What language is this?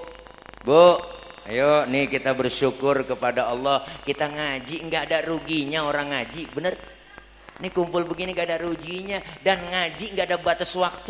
Betawi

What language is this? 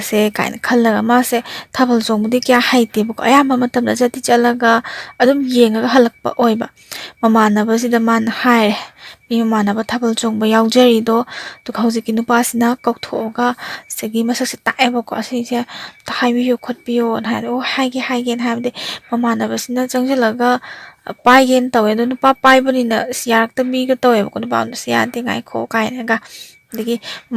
Manipuri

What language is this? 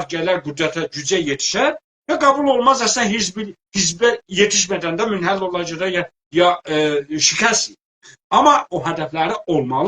South Azerbaijani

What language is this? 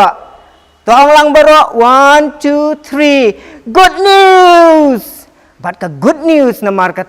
Khasi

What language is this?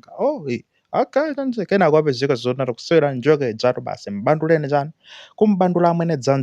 Nyanja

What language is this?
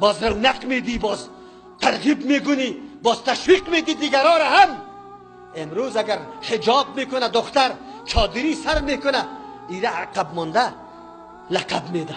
Persian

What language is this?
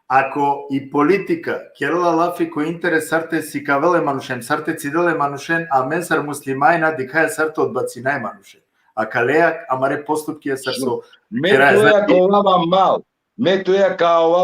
Balkan Romani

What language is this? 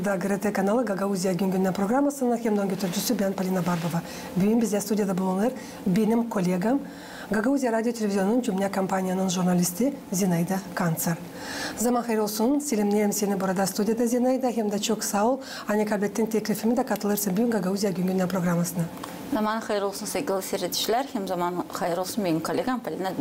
Gagauz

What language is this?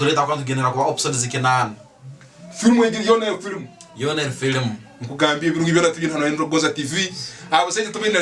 Tooro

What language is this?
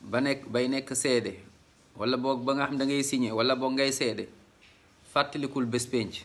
Wolof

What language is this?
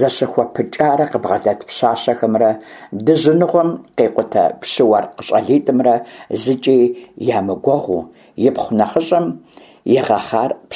Kabardian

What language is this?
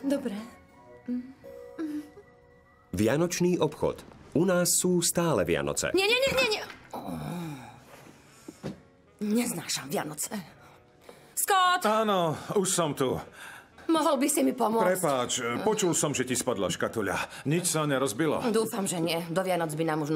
Slovak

